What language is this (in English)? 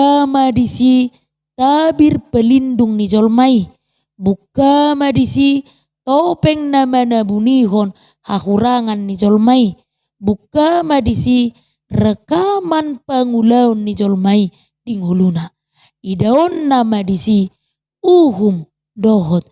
Batak Toba